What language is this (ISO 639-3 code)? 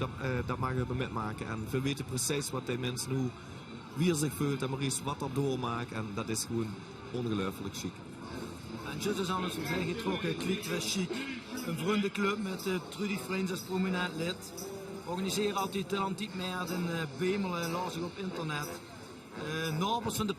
lim